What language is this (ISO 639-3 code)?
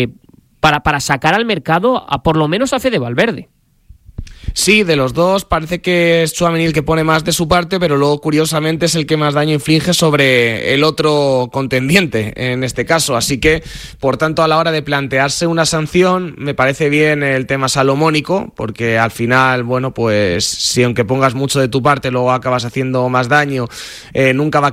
spa